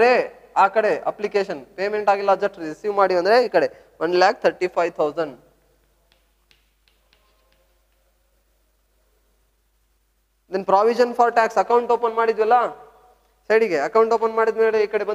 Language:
Kannada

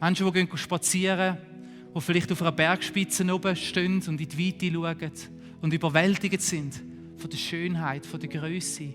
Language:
Swiss German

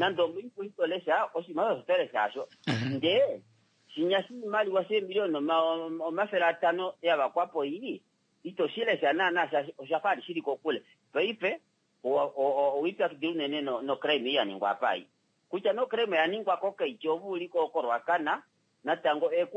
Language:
Kuanyama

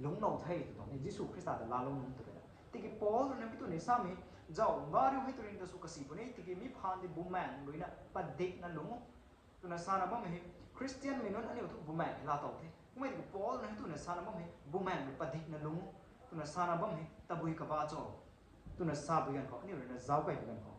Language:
Rongmei Naga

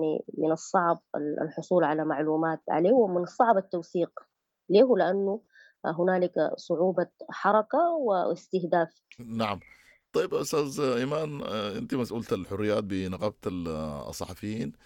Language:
Sudanese Arabic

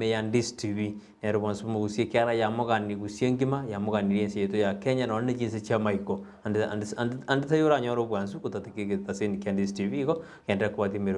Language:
Gusii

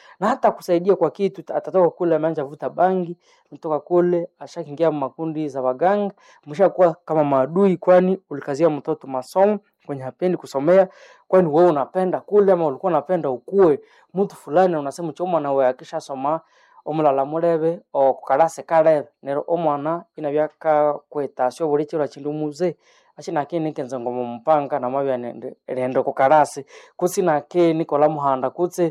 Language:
Swahili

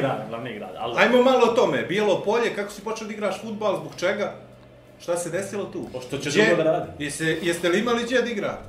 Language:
Bosnian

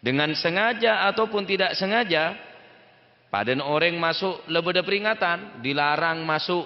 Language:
Madurese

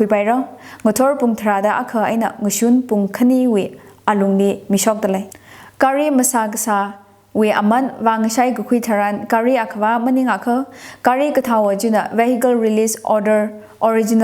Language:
Tangkhul Naga (India)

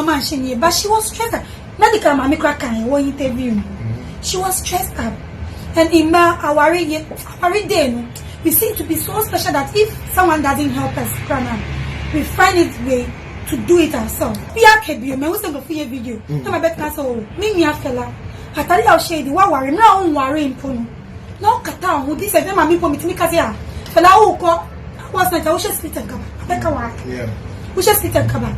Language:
Nigerian Pidgin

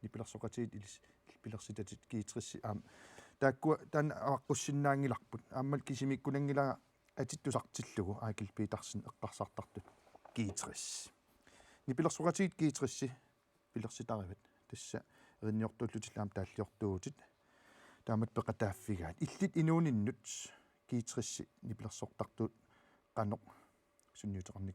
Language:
Kalaallisut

